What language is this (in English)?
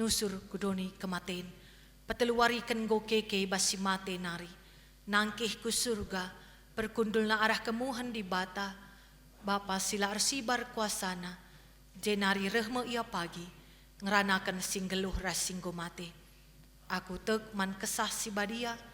Batak Karo